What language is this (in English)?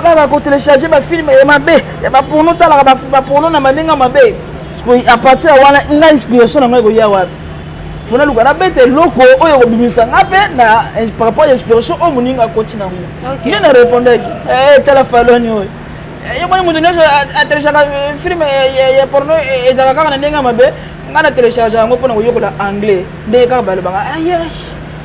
Lingala